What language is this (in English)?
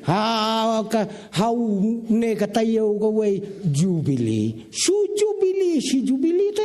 Khasi